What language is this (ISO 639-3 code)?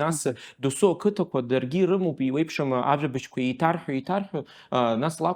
abk